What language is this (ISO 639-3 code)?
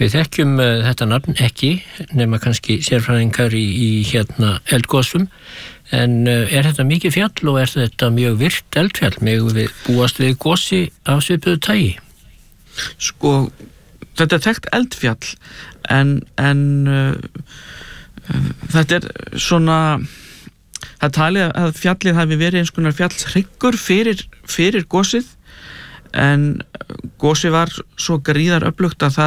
isl